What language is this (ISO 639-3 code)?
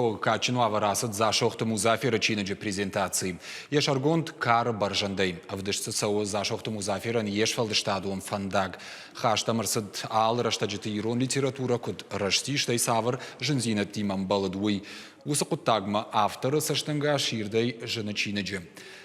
oss